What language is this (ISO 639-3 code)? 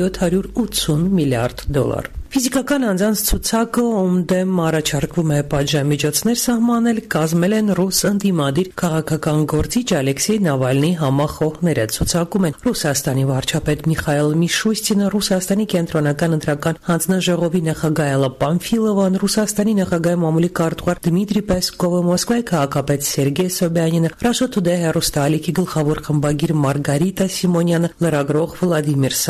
hye